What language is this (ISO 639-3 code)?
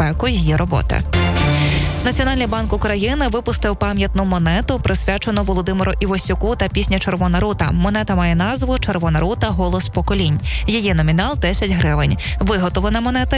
ukr